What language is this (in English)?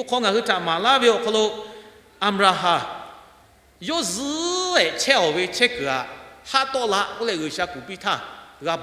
Lahu